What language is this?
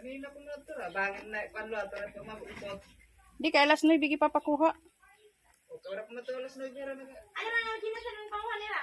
Waray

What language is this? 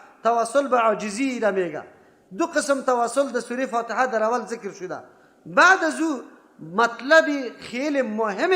Persian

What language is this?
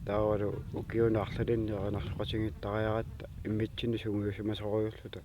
Kalaallisut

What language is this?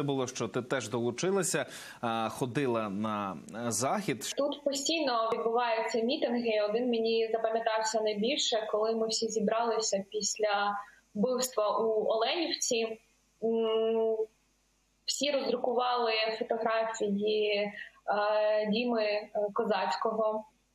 Ukrainian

